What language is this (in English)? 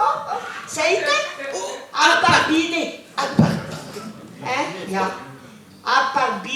Breton